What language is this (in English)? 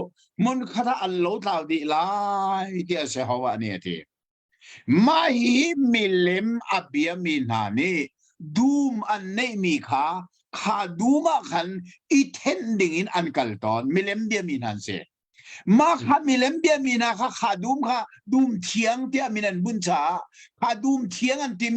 Hakha Chin